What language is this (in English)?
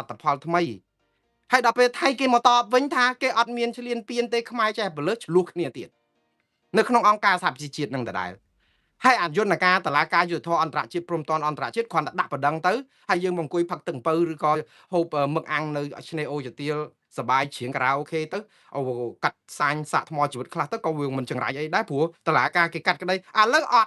Khmer